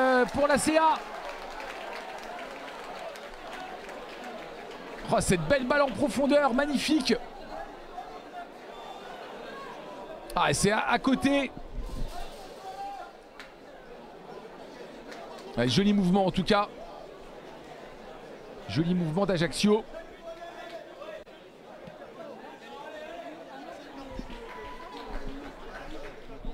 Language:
French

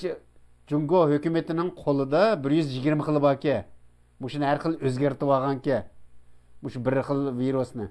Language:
Uyghur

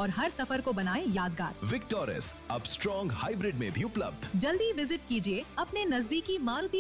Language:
Hindi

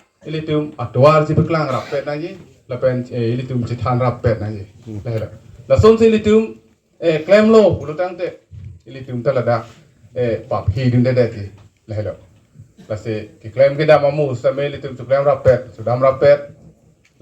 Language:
Karbi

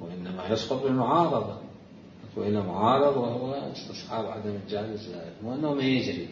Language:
Mesopotamian Arabic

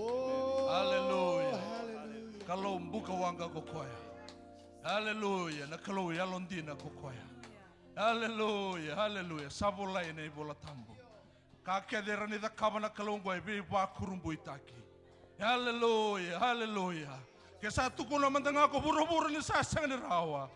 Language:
Fijian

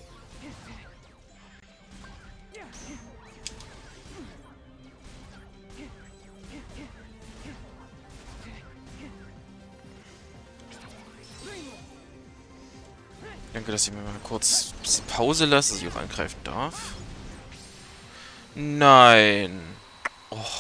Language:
German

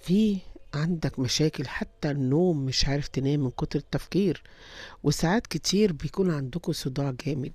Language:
Egyptian Arabic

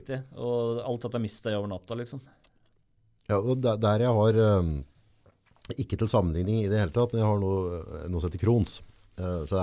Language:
Norwegian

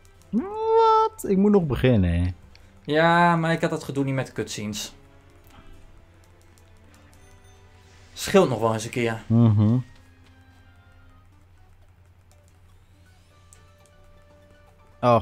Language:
Dutch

